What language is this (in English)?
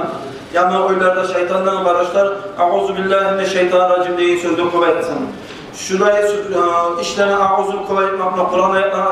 Kumyk